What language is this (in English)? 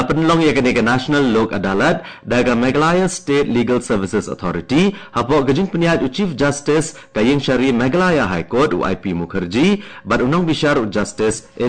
Khasi